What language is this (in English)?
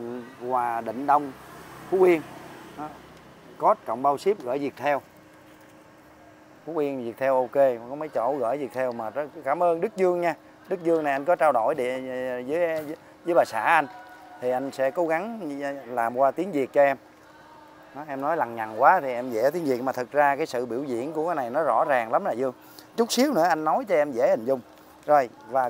Vietnamese